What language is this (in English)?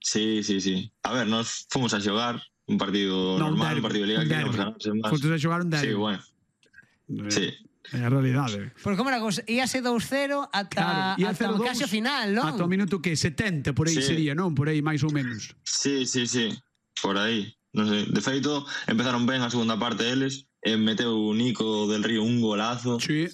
Galician